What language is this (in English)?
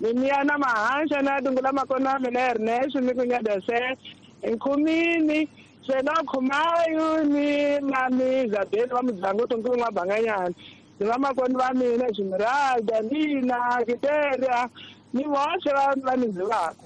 Tsonga